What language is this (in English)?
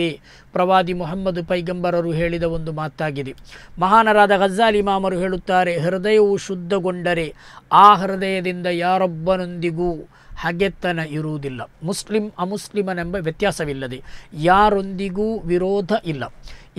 Kannada